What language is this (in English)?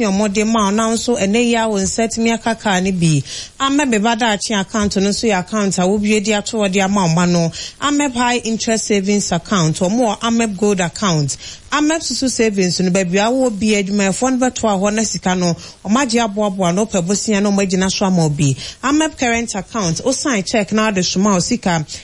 Akan